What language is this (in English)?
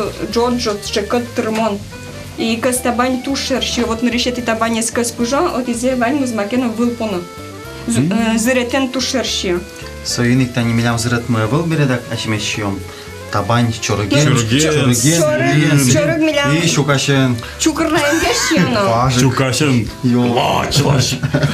Udmurt